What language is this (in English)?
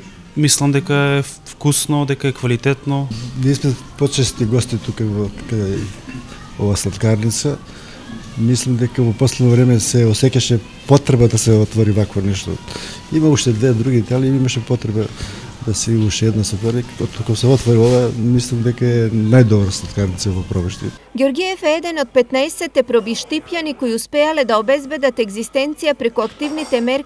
Macedonian